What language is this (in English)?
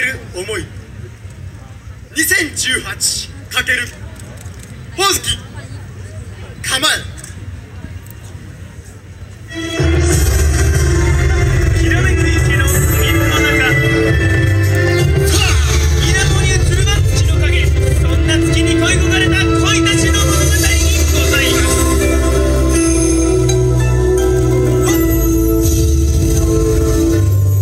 Japanese